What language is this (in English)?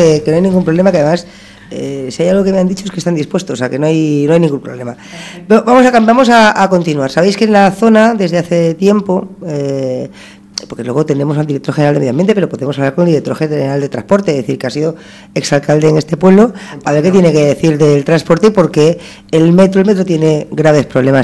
Spanish